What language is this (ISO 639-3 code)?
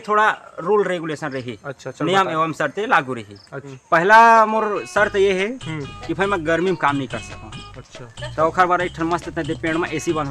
hne